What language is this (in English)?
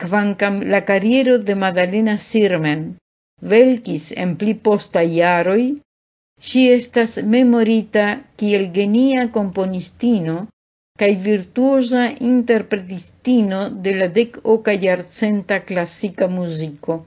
Esperanto